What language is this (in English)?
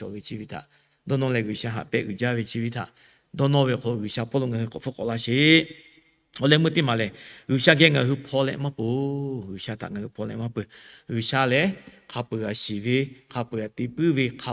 Lahu